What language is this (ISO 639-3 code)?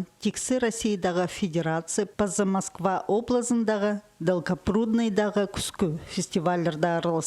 kjh